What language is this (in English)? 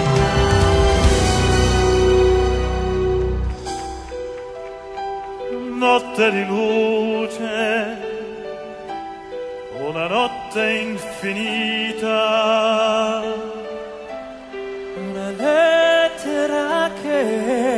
Italian